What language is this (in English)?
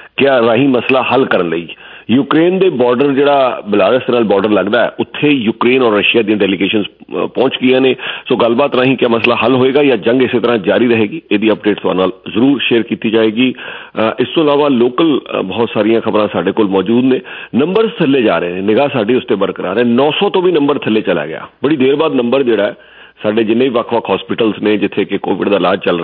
Punjabi